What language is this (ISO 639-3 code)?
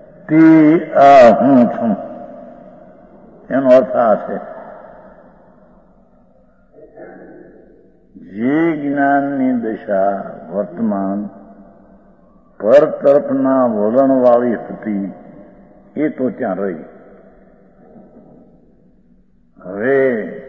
guj